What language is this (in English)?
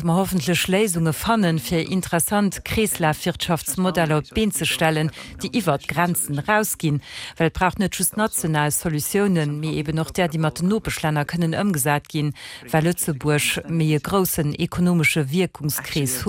Luxembourgish